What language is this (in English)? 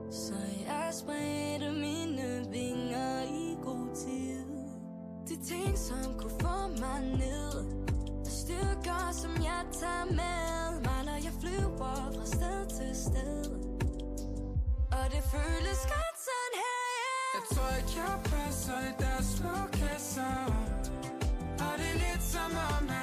Danish